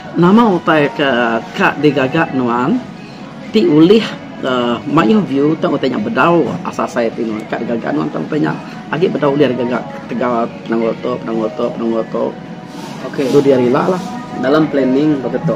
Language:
Iban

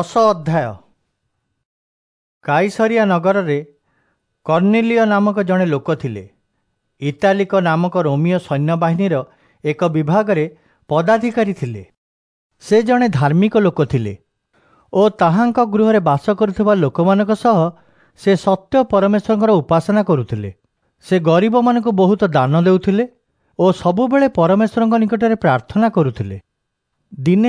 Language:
Odia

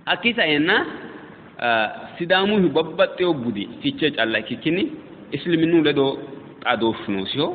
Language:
Sidamo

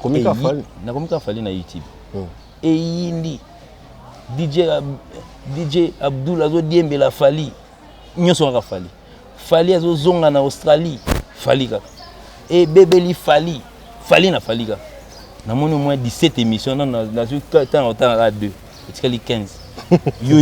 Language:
Lingala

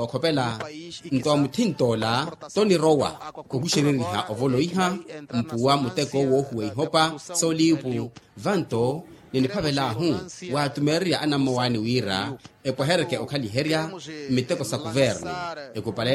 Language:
Makhuwa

